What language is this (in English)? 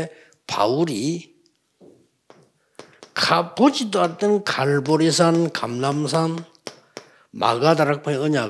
Korean